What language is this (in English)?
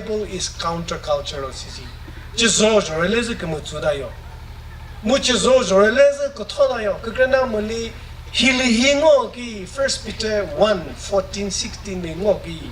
Chokri Naga